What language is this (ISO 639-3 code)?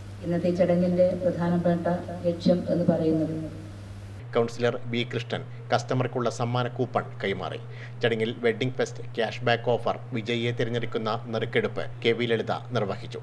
mal